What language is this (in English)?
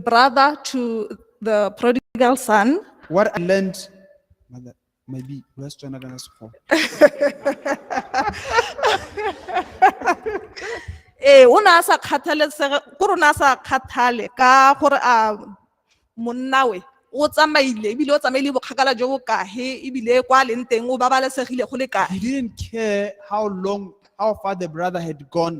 Tswana